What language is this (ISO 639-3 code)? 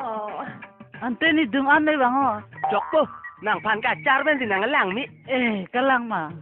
mjw